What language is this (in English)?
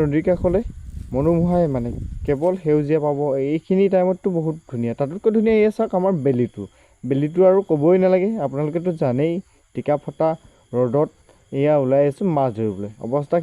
Assamese